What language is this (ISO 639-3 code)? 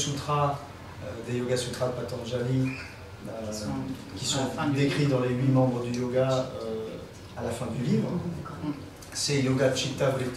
fra